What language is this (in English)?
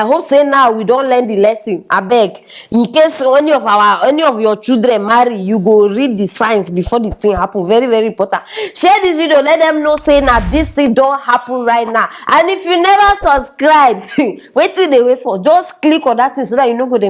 Nigerian Pidgin